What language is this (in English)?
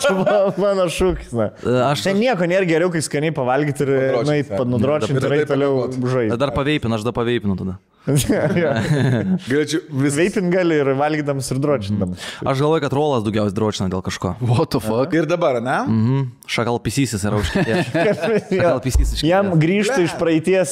Lithuanian